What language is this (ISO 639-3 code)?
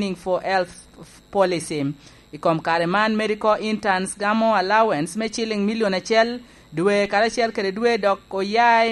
laj